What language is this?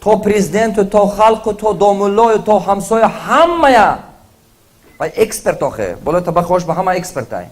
Tajik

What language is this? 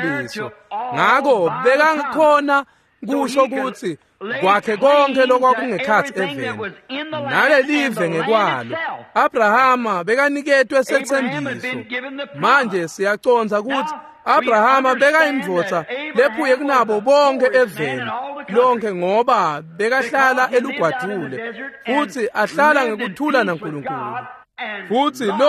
Swati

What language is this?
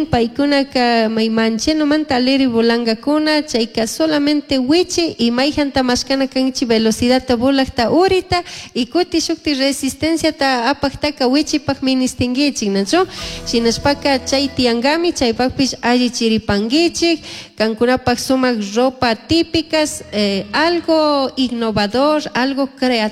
Chimborazo Highland Quichua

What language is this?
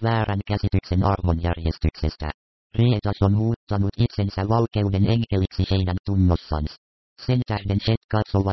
Finnish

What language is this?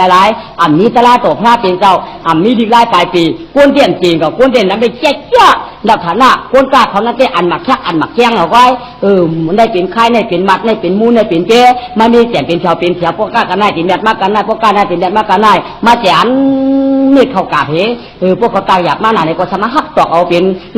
Shan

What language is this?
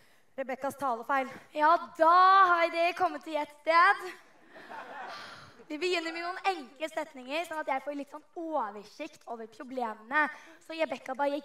Norwegian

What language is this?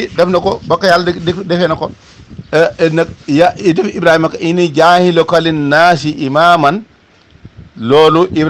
Wolof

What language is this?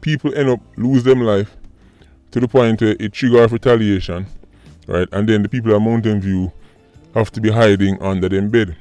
Jamaican Creole English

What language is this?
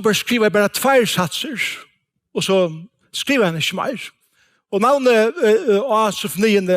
Faroese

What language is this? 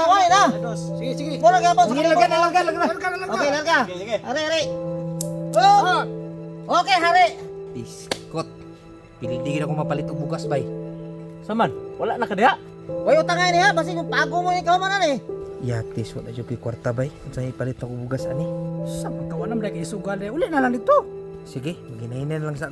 Cebuano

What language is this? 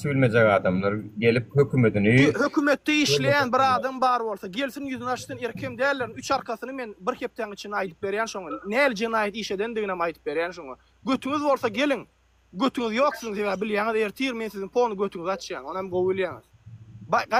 Turkmen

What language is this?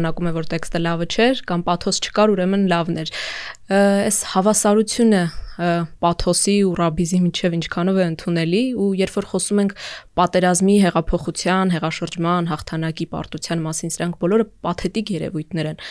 Armenian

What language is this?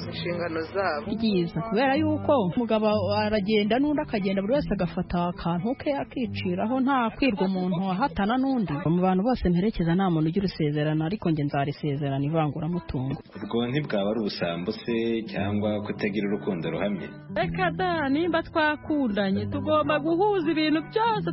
Kinyarwanda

